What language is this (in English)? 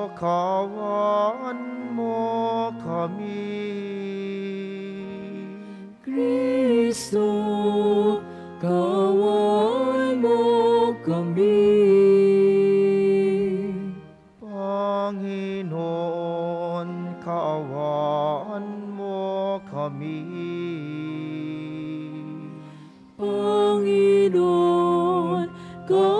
Filipino